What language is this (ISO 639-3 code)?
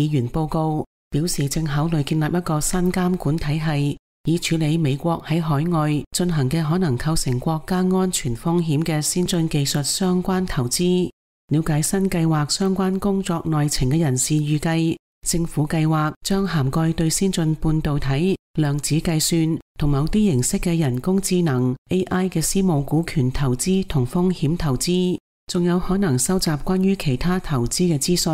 yue